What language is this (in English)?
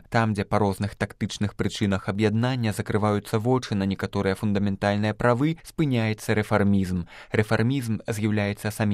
Belarusian